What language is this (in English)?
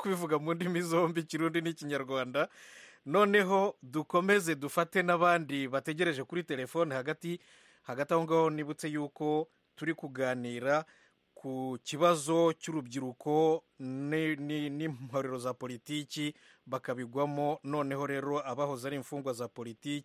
Kinyarwanda